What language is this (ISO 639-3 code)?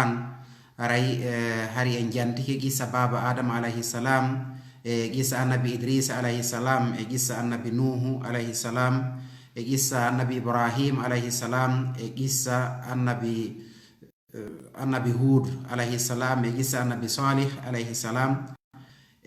ful